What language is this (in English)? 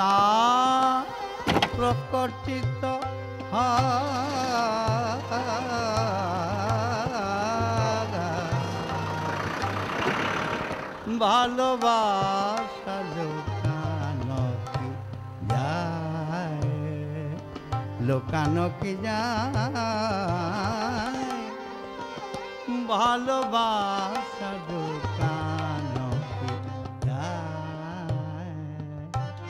Bangla